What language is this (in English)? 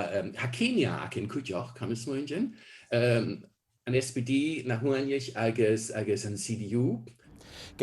Scottish Gaelic